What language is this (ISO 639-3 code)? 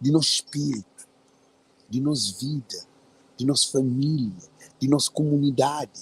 kea